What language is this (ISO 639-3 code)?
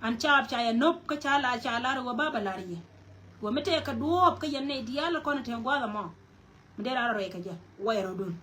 nus